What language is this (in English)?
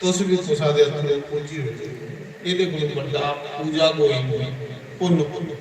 Dogri